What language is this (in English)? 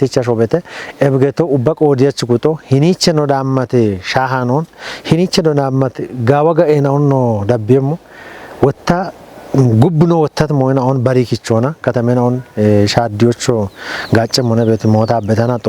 Kafa